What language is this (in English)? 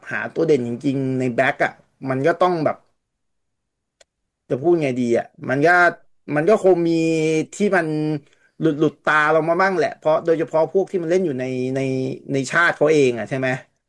Thai